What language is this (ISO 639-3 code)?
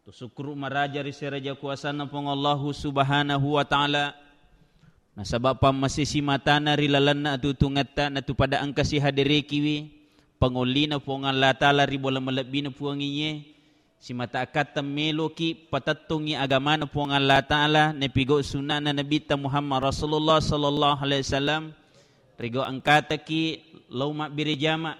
bug